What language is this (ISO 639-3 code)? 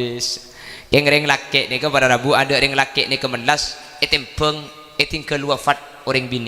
mad